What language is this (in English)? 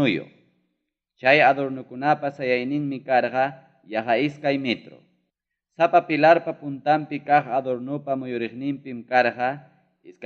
Ayacucho Quechua